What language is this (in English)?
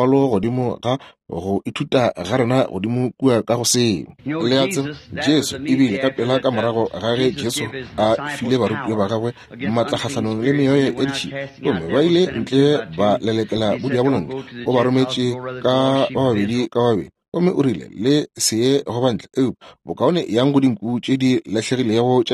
Northern Sotho